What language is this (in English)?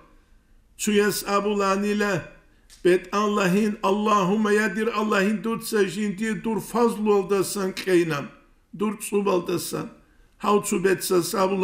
Avaric